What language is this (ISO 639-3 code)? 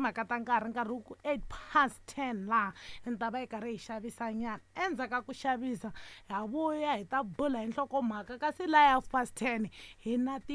tso